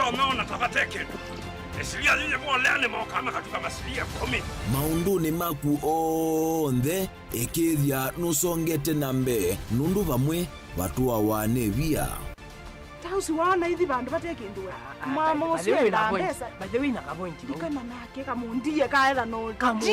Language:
Kamba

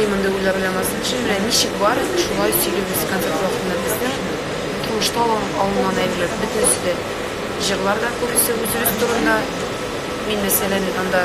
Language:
Tatar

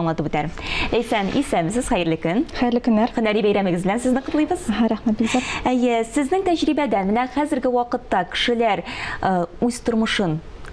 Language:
Tatar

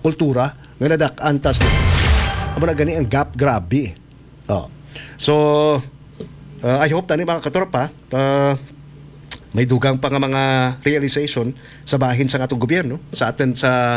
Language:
Hiligaynon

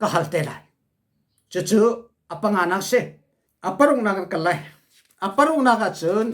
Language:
Hakha Chin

